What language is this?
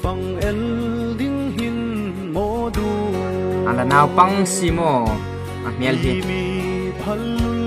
Hmar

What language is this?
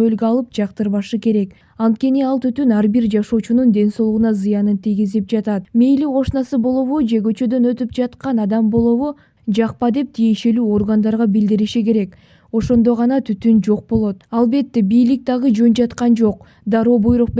Kyrgyz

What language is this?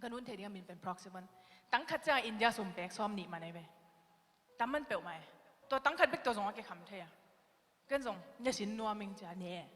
Tedim Chin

